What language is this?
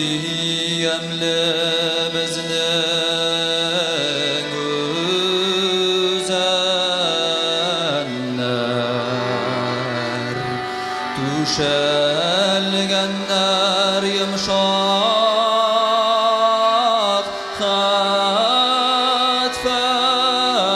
Bashkir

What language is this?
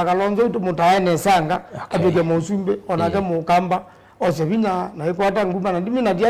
Kamba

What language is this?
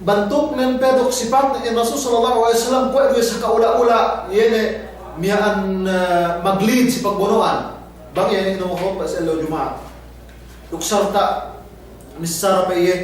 Yakan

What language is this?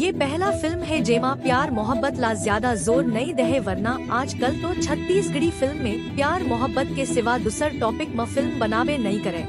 Chhattisgarhi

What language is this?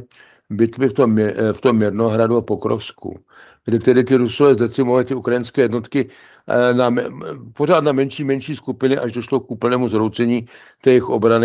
Czech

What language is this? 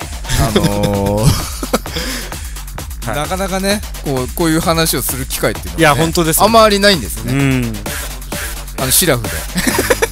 Japanese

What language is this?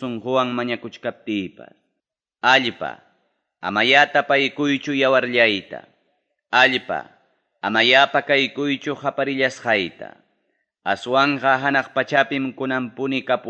Ayacucho Quechua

